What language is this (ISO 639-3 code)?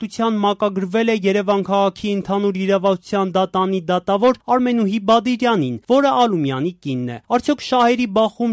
hye